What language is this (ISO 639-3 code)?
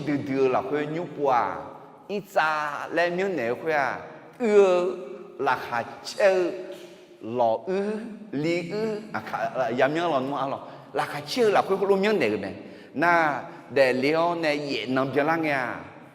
ahk